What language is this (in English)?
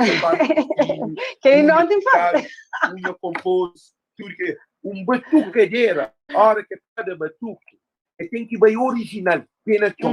Kabuverdianu